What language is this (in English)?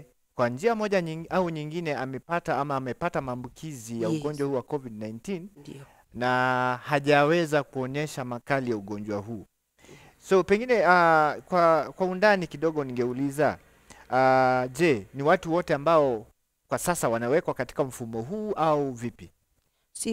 Swahili